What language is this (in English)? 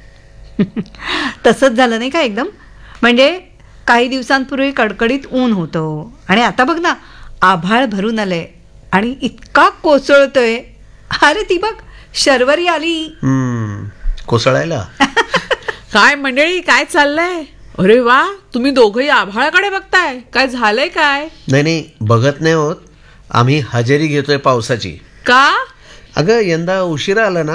Marathi